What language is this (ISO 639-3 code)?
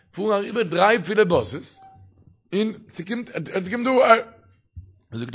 yid